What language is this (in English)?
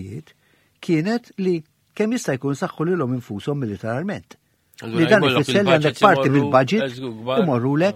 Maltese